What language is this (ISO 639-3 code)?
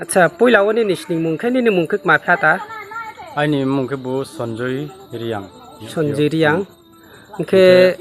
ria